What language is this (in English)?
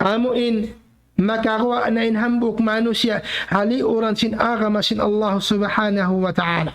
Tausug